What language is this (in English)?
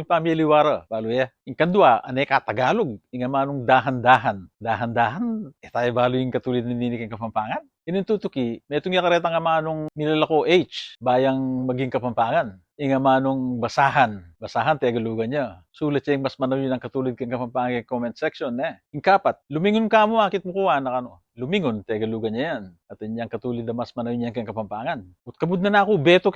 Pampanga